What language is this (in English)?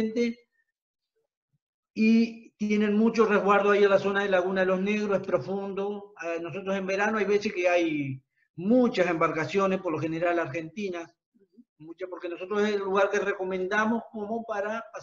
Spanish